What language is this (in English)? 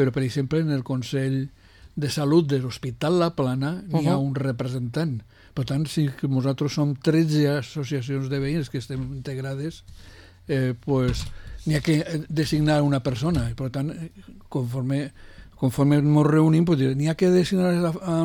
Catalan